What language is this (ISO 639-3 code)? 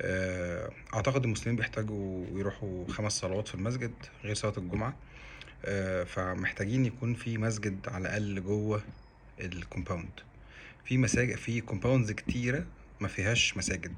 arz